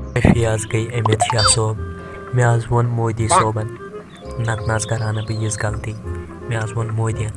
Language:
Kashmiri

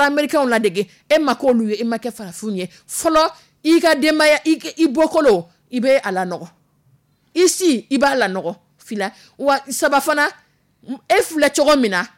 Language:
Dyula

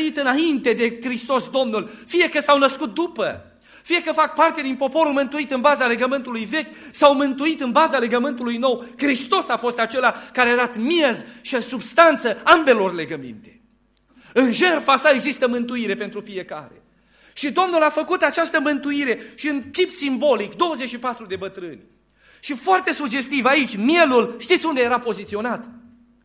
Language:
Romanian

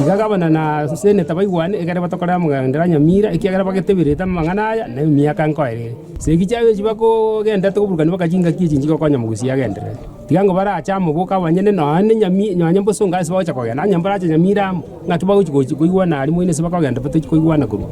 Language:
Gusii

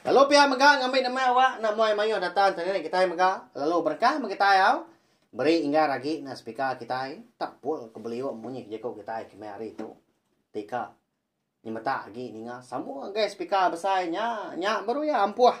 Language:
Iban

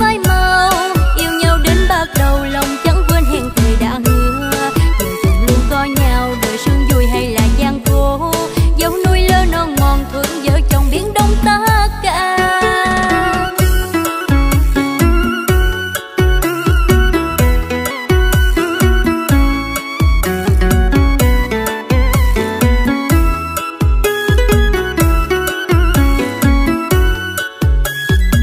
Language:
Vietnamese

